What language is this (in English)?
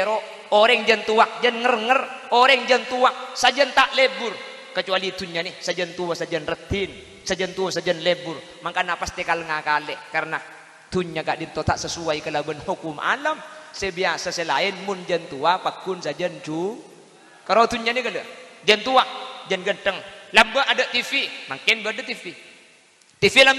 Madurese